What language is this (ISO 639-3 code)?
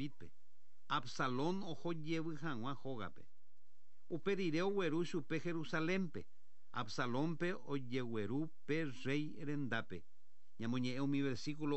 grn